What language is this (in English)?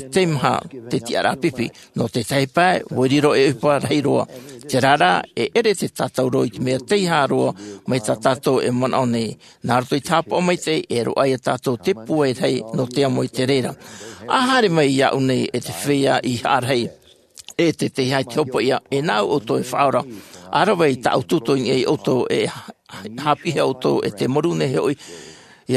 Tahitian